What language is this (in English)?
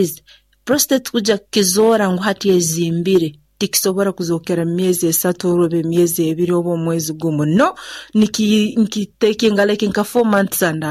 Nyoro